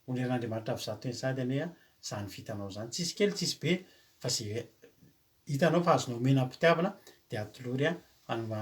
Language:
Malagasy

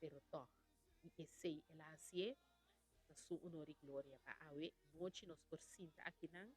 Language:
Papiamento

